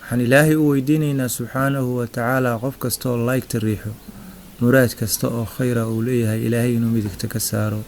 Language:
Somali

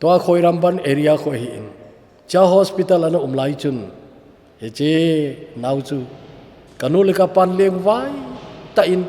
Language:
Thado Chin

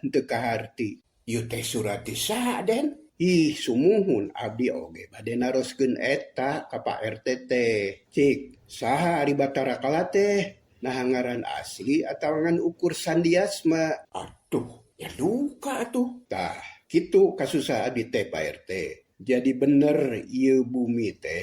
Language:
Sundanese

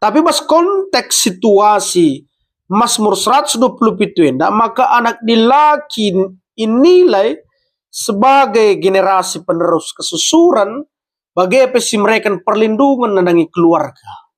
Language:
Batak Karo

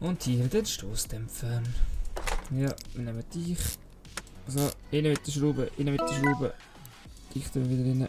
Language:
Swiss German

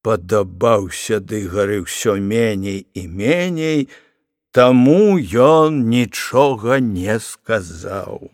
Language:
Belarusian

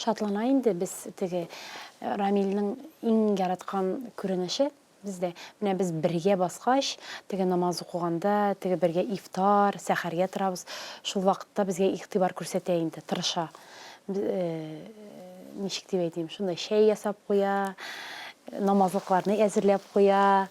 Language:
Tatar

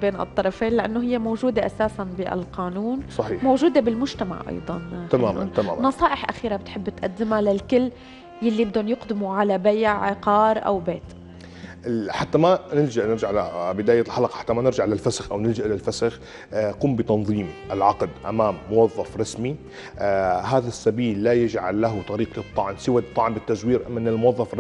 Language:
North Levantine Arabic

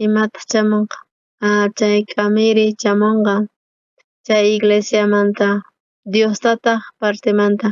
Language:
South Bolivian Quechua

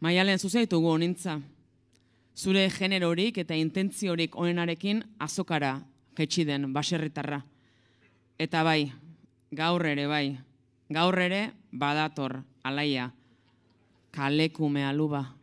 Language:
Basque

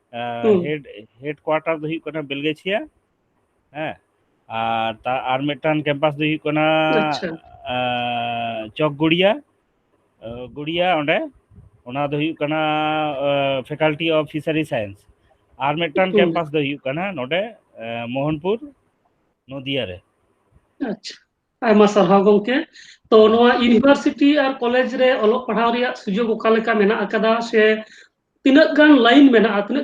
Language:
Santali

